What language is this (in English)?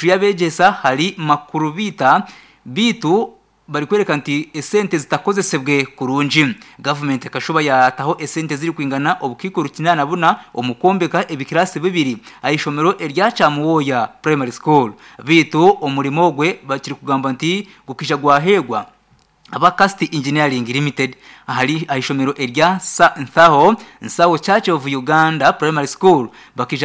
Nyankole